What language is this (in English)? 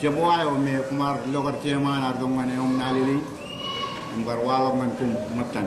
Marshallese